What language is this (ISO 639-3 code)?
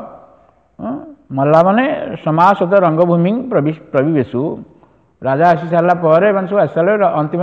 ori